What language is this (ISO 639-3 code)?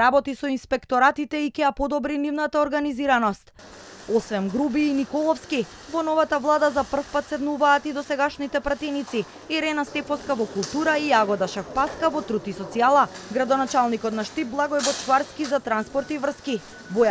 mkd